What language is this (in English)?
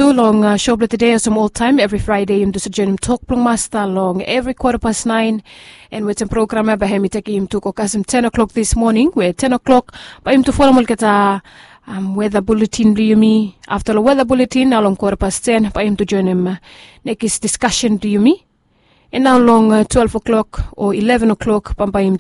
Bislama